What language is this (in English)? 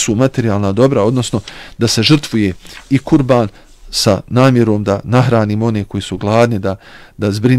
Bosnian